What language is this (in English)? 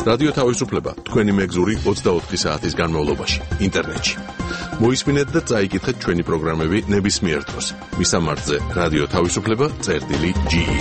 Georgian